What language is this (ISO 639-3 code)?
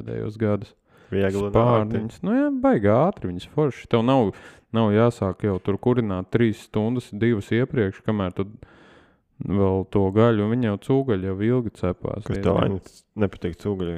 lav